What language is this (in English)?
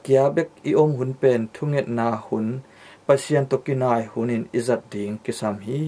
Tedim Chin